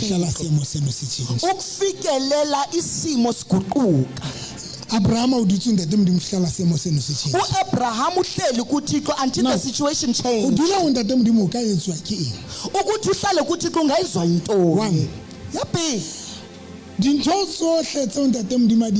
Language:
Southern Sotho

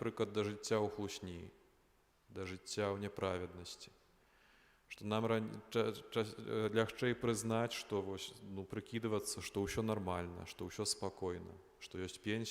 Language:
Belarusian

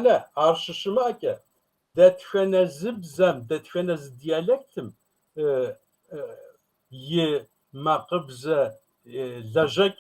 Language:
Kabardian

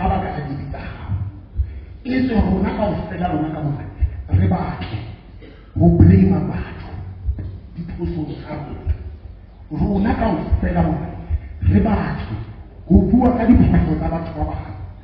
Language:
Southern Sotho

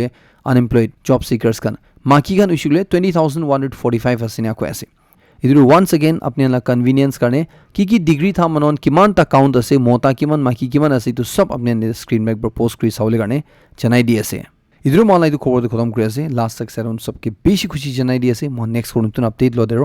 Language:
Naga Pidgin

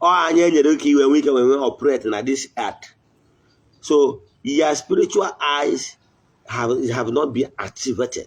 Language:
Igbo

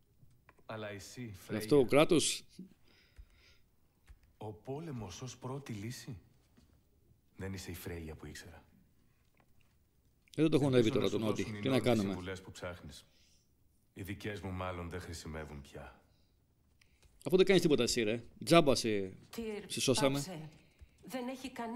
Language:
Greek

